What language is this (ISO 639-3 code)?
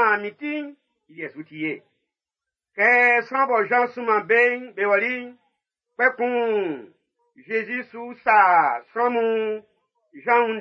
bci